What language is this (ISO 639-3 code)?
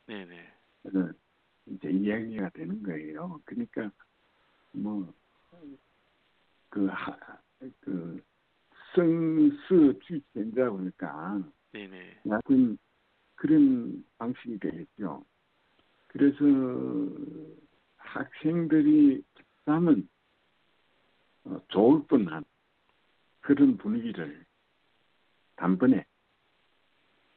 kor